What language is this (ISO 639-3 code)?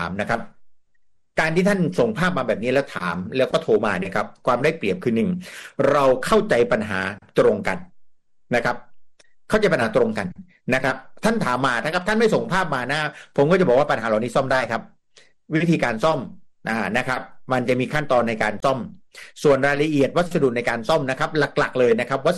tha